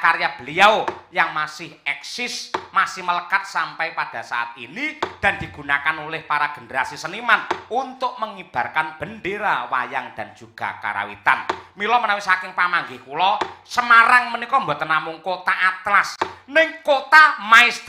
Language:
Javanese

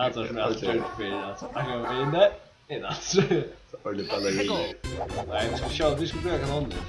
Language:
Faroese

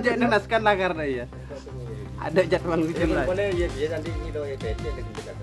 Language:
Madurese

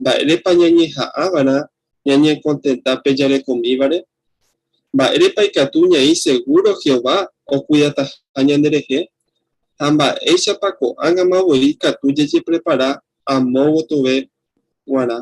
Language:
Guarani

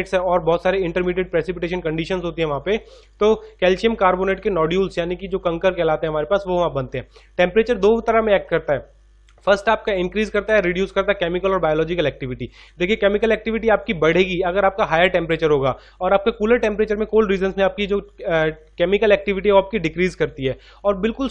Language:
Hindi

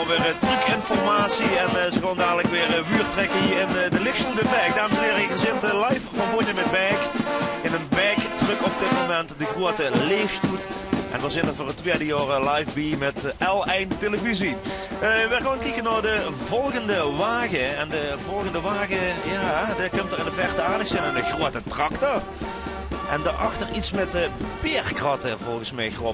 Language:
Limburgish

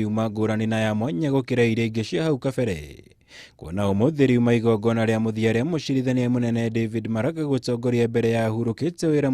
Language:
Kikuyu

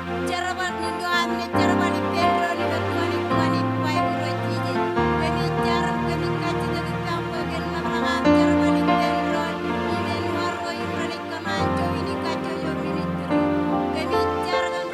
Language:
Marshallese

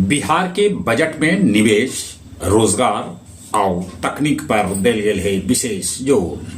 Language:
Magahi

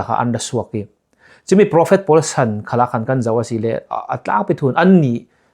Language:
Falam Chin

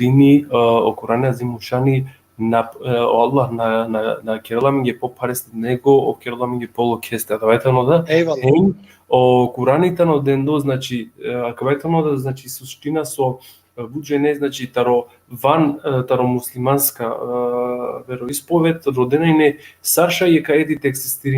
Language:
Balkan Romani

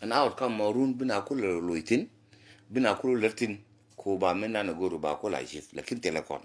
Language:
Nuer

